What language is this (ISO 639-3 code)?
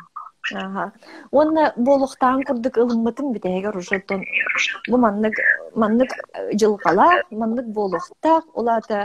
sah